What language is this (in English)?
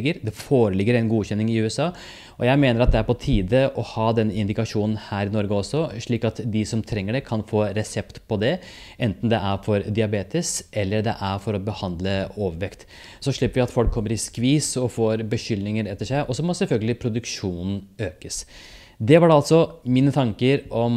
Norwegian